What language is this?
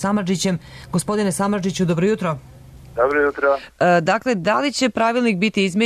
Serbian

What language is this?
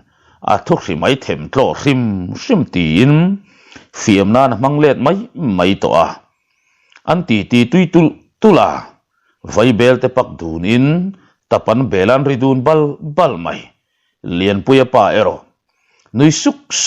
Mizo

